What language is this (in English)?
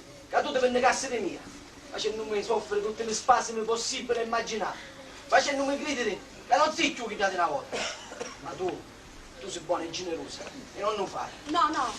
Sicilian